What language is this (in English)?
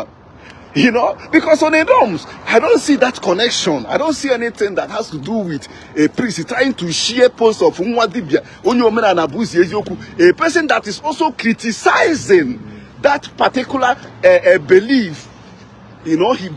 Igbo